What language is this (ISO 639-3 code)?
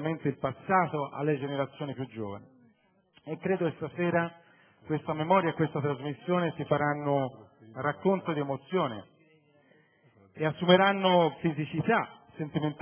ita